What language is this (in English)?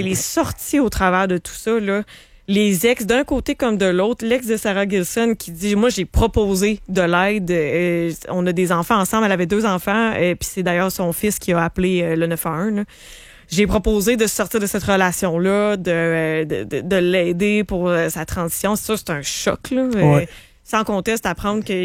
French